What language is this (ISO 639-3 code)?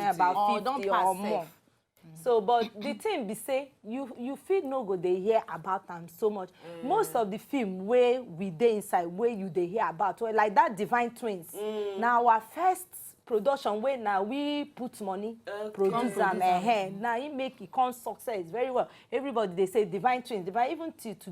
pcm